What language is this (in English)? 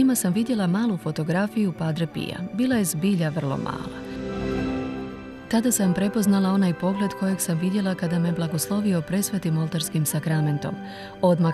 Croatian